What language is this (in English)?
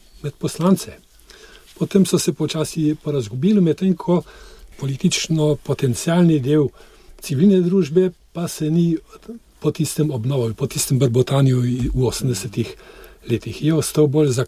Slovenian